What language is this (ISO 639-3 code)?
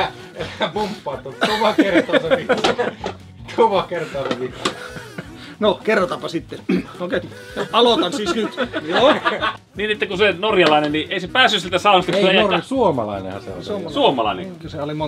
fin